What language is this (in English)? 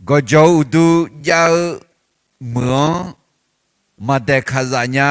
Akha